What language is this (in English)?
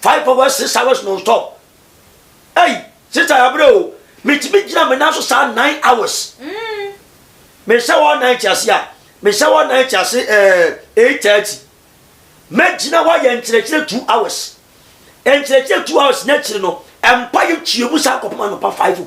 Akan